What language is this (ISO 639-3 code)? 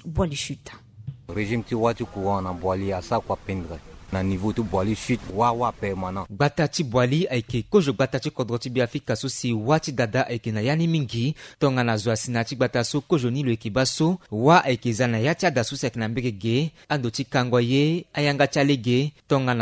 sag